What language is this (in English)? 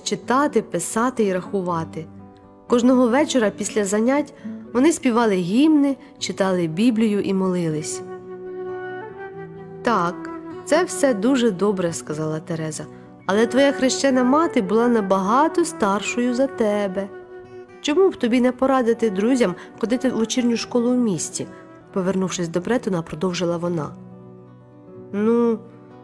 Ukrainian